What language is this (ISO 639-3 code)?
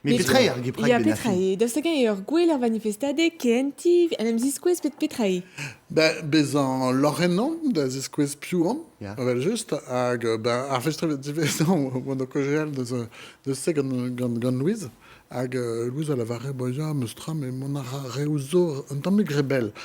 bre